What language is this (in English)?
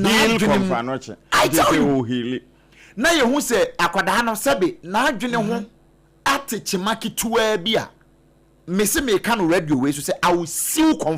Akan